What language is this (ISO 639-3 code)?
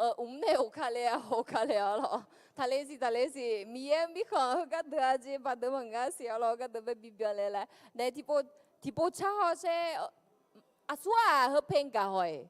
ahk